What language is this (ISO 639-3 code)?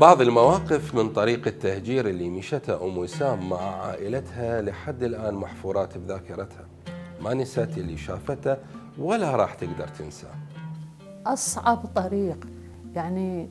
acm